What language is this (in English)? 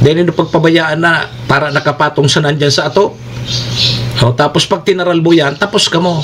Bikol